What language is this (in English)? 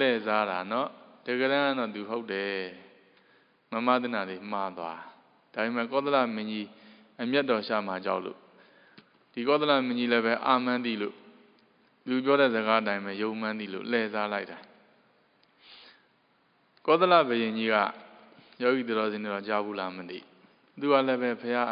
Burmese